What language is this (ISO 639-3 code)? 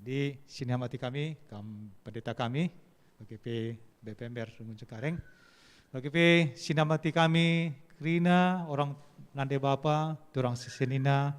btx